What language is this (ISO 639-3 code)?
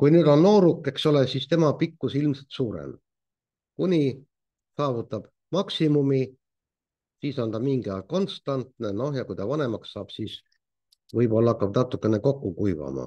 est